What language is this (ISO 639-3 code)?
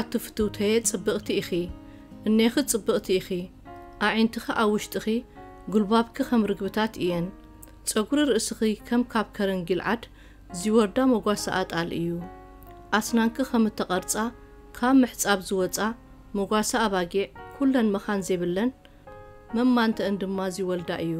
tir